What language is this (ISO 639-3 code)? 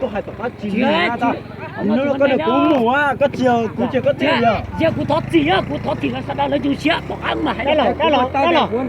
hmn